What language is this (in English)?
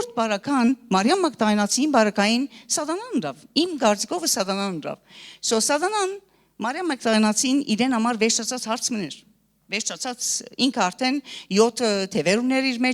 Western Armenian